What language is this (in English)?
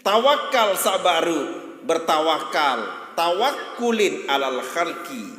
Sasak